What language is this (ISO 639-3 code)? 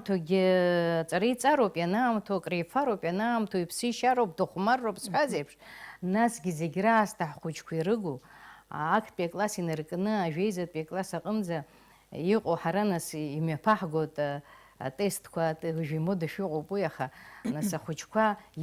abk